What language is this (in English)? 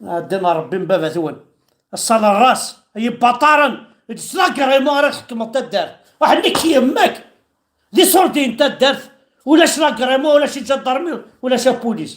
Kabyle